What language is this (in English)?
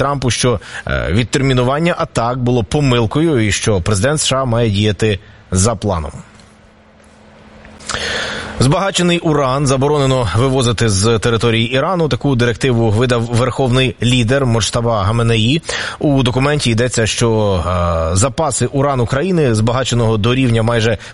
Ukrainian